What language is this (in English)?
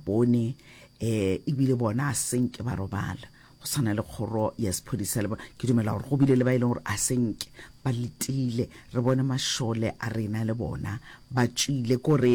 Northern Sotho